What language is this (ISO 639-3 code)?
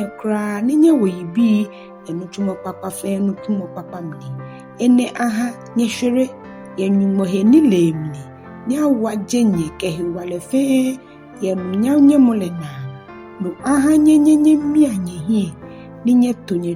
gaa